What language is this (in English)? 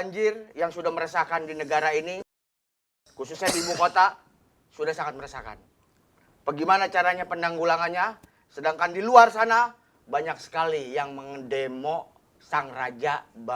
Betawi